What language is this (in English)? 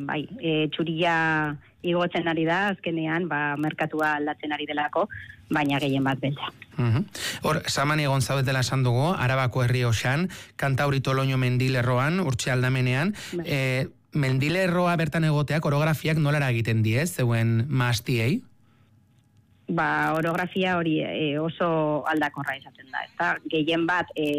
Basque